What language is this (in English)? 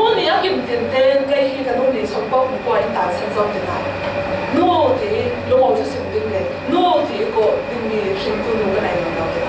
Falam Chin